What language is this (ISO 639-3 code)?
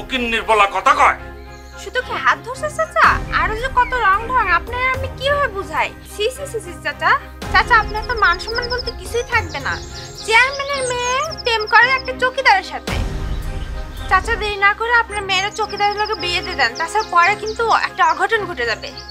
ben